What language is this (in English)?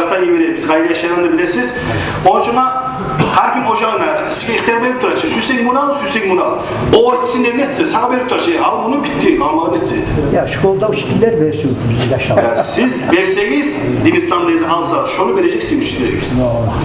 Kumyk